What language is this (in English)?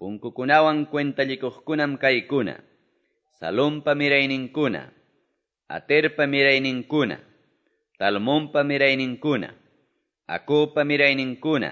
Quechua